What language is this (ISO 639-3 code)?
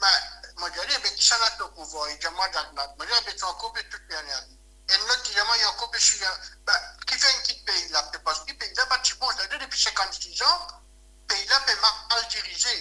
mfe